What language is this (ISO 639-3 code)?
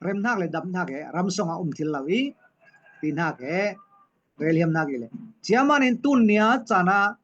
cfm